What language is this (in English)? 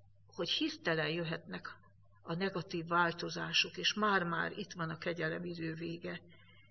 Hungarian